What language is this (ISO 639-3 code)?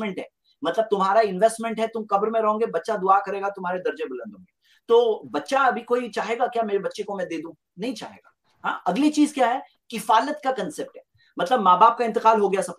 hin